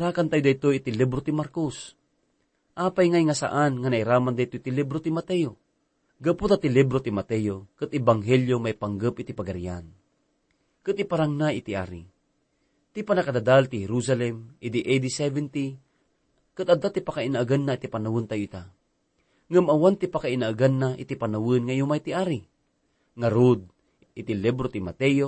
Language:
Iloko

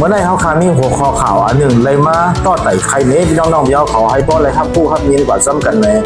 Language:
Shan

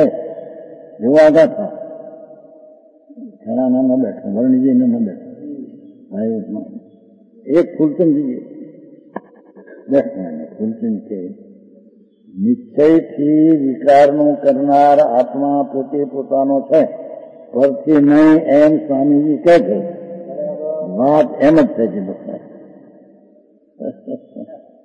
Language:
Gujarati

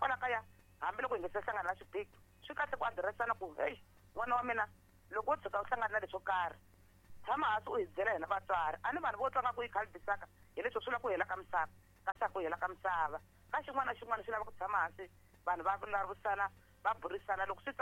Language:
Tsonga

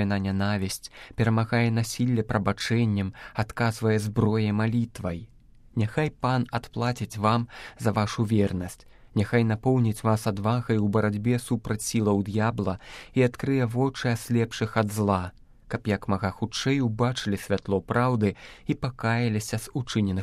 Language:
Belarusian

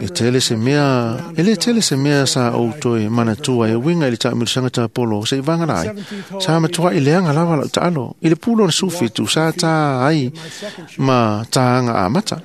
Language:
Samoan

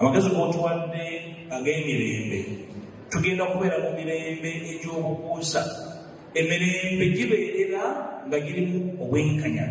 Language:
Ganda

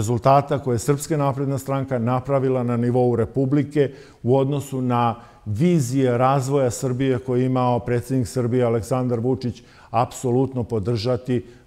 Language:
Serbian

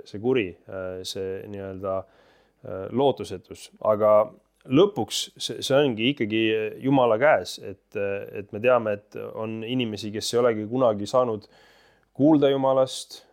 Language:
Estonian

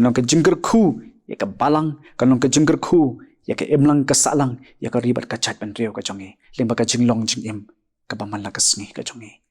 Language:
Khasi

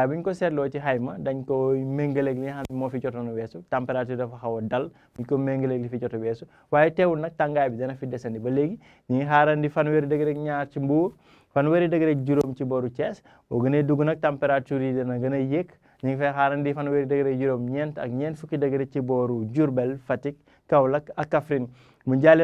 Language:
Wolof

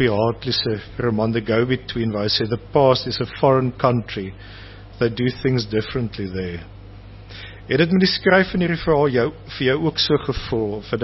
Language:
Afrikaans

